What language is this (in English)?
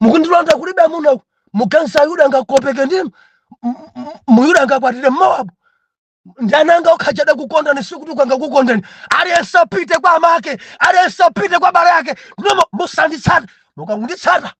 Nyanja